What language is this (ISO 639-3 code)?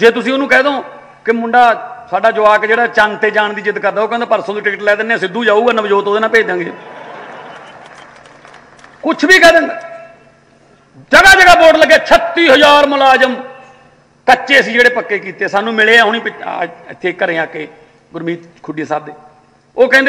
pan